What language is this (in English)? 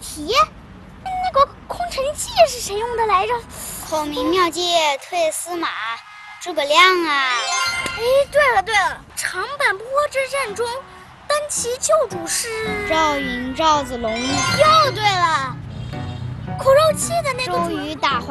Chinese